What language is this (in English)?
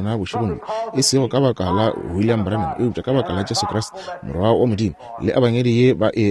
Northern Sotho